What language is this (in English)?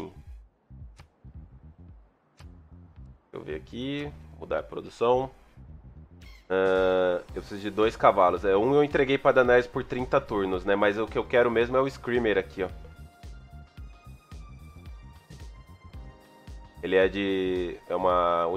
Portuguese